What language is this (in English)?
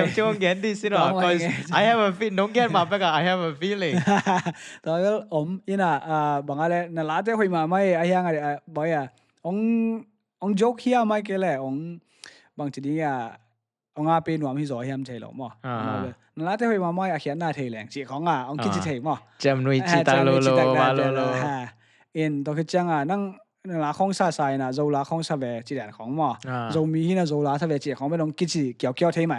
Tedim Chin